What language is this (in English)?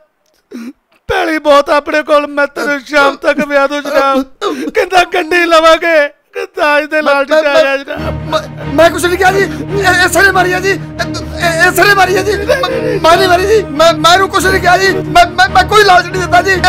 Punjabi